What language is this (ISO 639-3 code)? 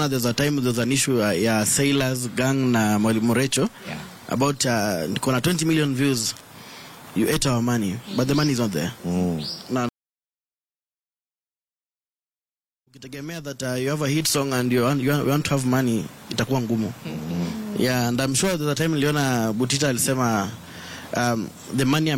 swa